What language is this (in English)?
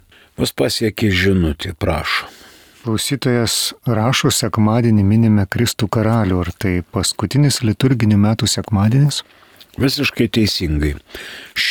Lithuanian